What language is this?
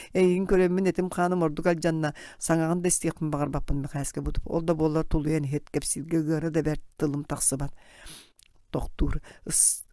Yakut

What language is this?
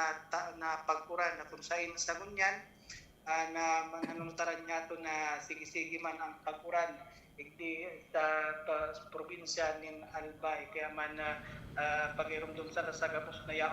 Bikol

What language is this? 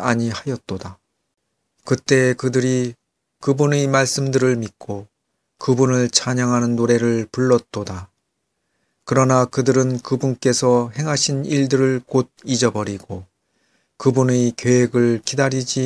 Korean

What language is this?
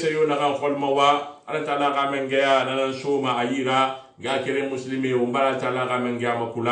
Susu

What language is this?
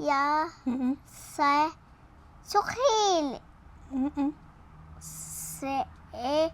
Tswana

